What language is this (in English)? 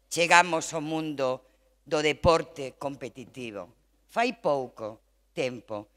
Galician